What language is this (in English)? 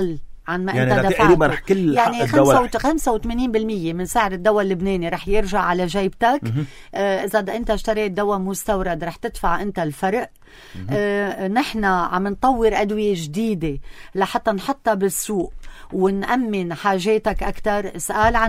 North Levantine Arabic